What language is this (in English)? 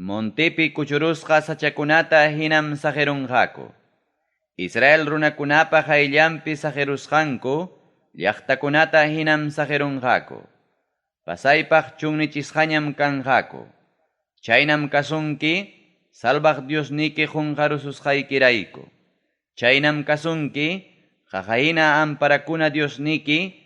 Ayacucho Quechua